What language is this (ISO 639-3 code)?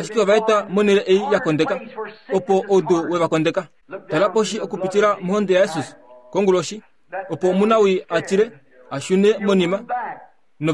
kua